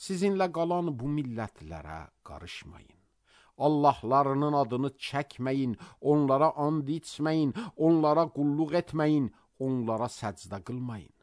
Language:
Azerbaijani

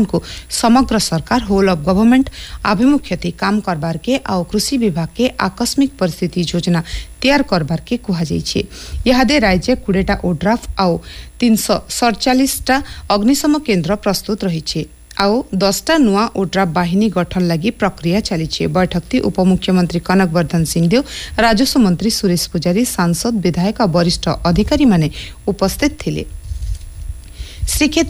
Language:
Odia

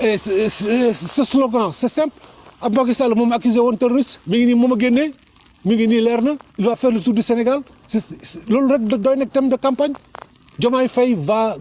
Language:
Wolof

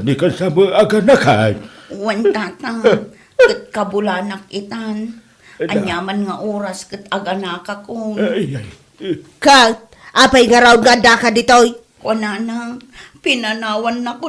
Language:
Iloko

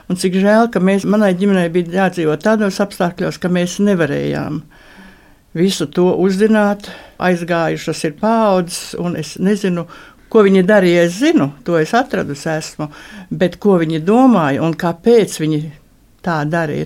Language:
Latvian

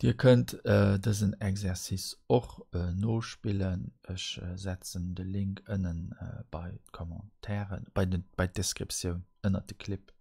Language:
Luxembourgish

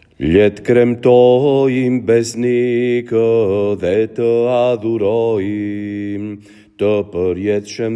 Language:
Albanian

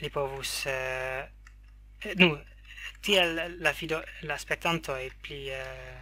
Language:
Esperanto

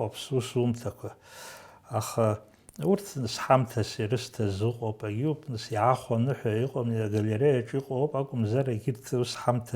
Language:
Abkhazian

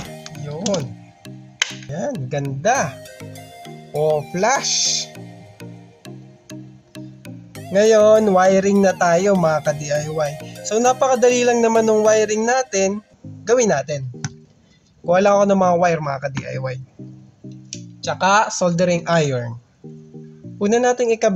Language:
Filipino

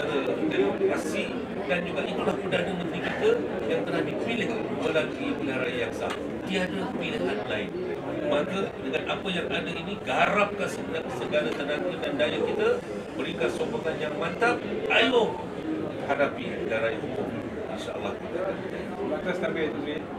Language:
Malay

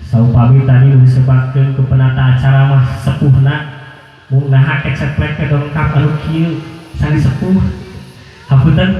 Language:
Sundanese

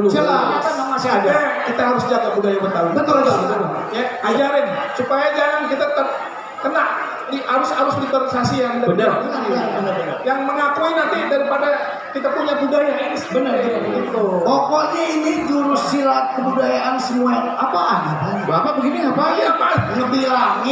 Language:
Betawi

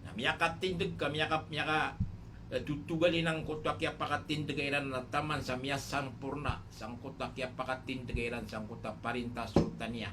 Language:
Maranao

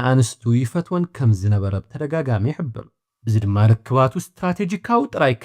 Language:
Tigrinya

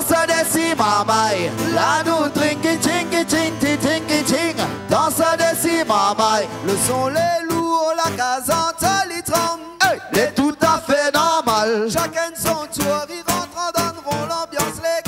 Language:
Réunion Creole French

